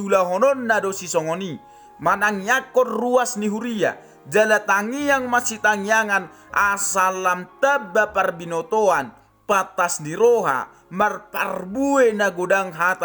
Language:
Batak Toba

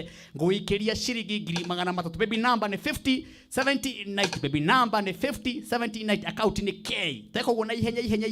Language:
Kikuyu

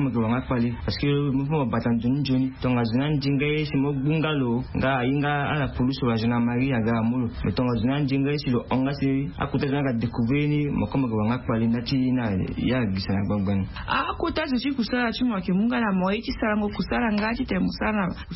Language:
Sango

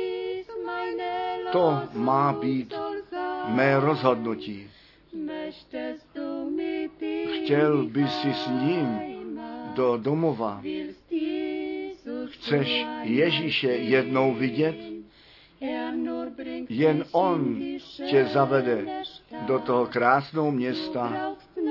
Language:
Czech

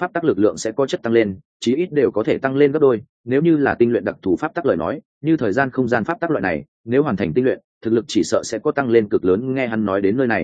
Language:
Vietnamese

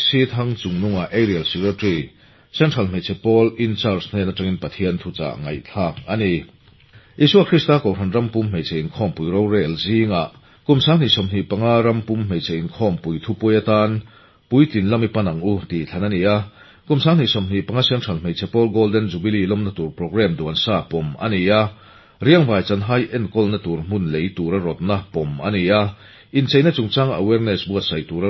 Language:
Mizo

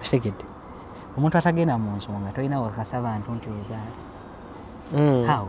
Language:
Ganda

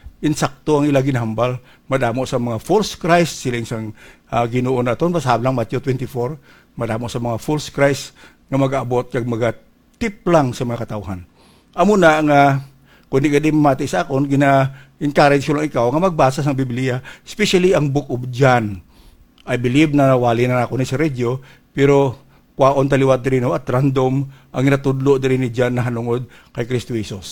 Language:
Hiligaynon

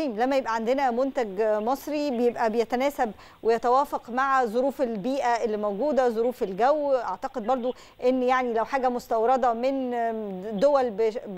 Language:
Egyptian Arabic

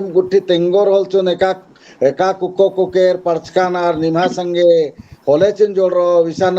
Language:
Kurukh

